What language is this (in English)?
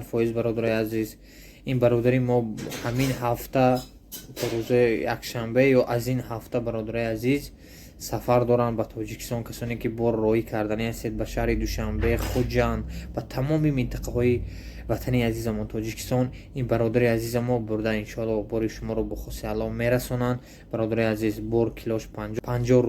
Tajik